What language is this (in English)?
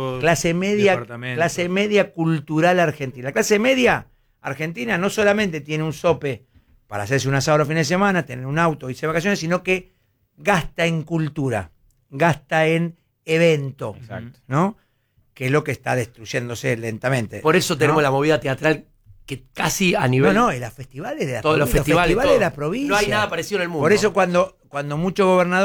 Spanish